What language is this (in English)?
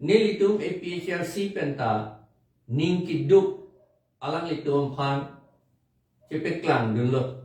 Karbi